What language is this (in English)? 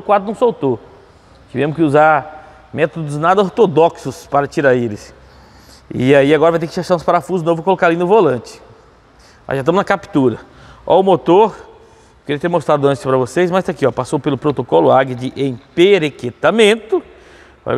Portuguese